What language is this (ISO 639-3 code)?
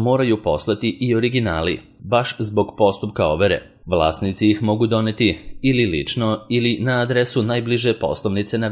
srp